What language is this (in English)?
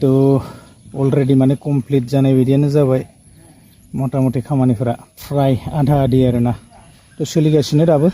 Bodo